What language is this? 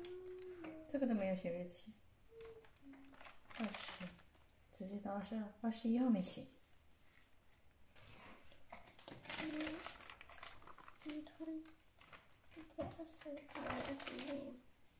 Chinese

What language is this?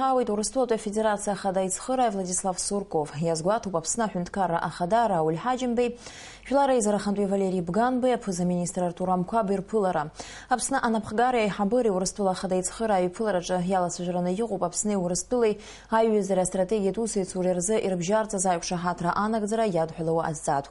Abkhazian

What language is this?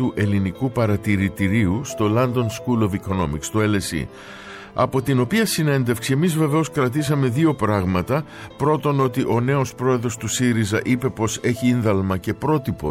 Greek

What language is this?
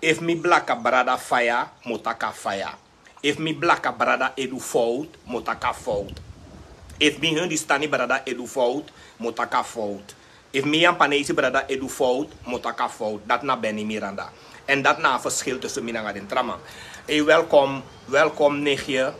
Sranan Tongo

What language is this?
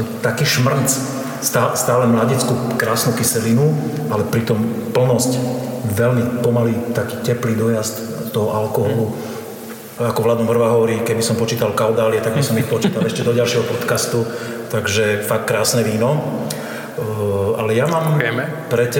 Slovak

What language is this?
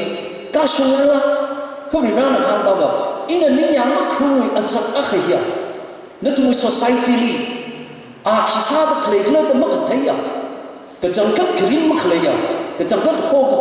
Tangkhul Naga (India)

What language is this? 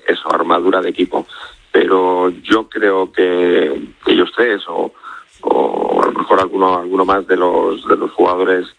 Spanish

